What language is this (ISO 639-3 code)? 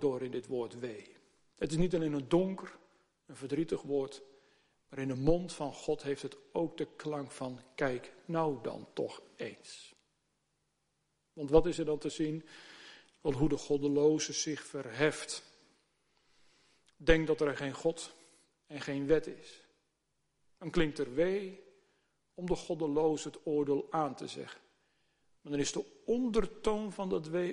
nld